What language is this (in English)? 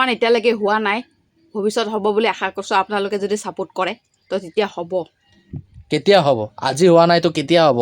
Assamese